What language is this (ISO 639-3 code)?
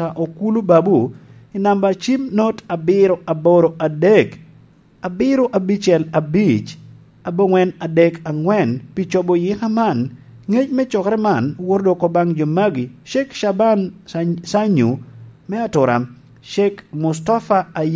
laj